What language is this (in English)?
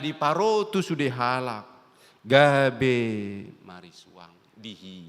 Batak Toba